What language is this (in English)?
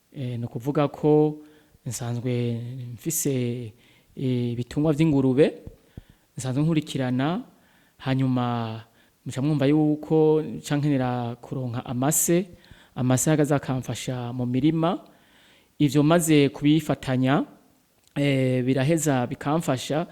Rundi